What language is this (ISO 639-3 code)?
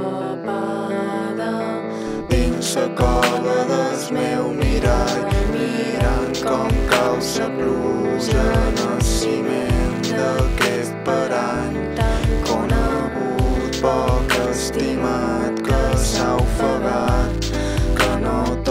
cat